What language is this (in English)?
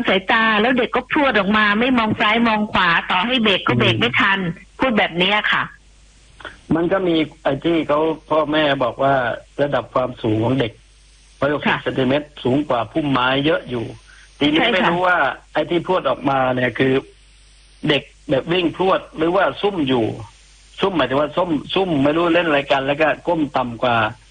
Thai